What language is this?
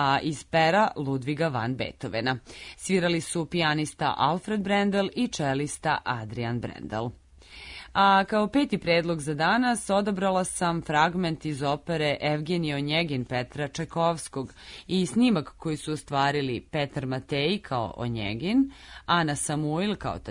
Serbian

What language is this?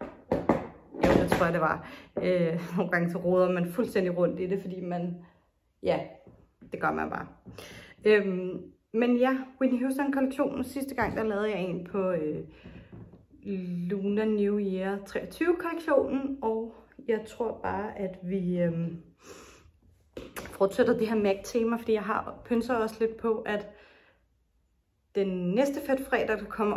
Danish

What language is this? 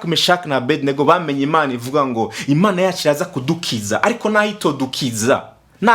Rundi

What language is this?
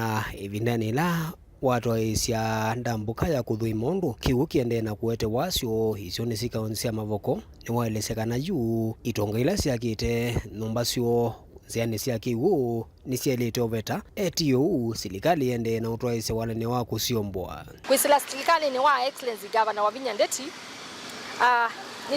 Kamba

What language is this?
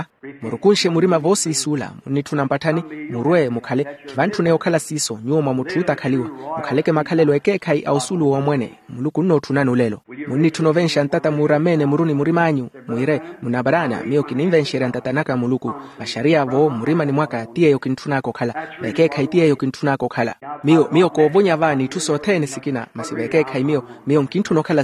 Makhuwa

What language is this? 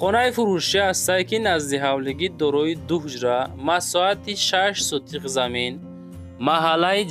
Tajik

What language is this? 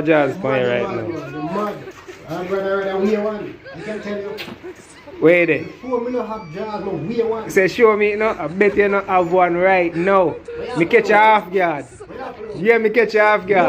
Jamaican Creole English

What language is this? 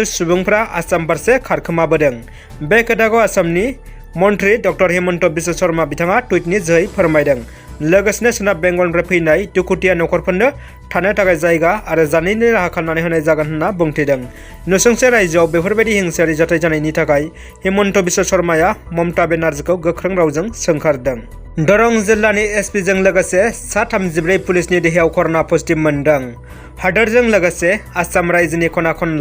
Bodo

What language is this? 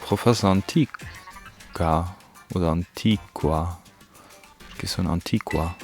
Luxembourgish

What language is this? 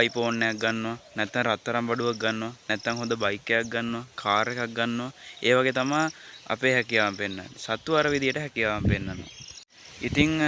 Sinhala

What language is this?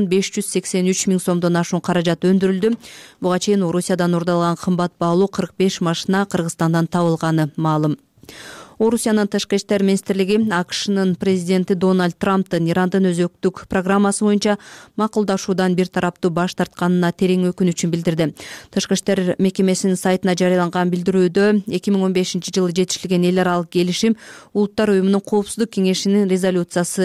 Kyrgyz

